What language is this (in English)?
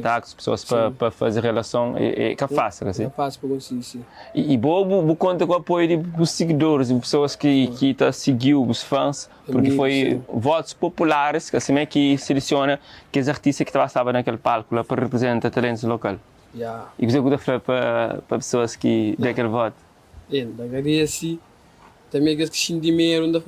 Kabuverdianu